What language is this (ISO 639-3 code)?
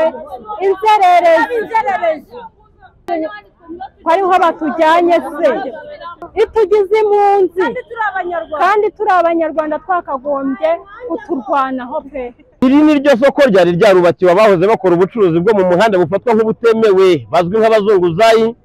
kin